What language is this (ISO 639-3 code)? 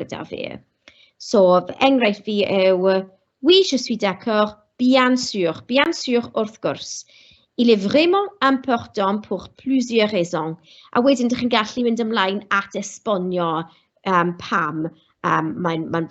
cym